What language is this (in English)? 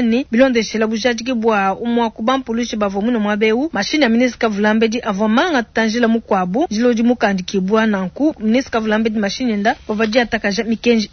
Luba-Lulua